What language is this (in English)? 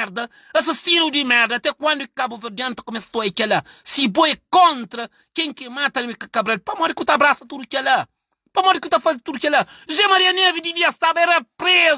Kabuverdianu